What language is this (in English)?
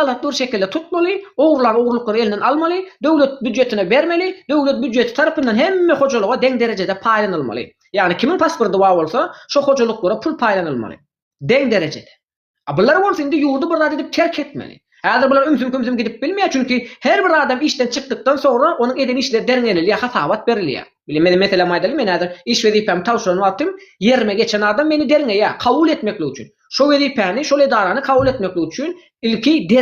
Turkmen